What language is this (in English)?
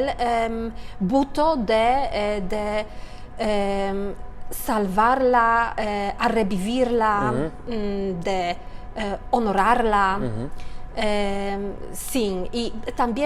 Ladino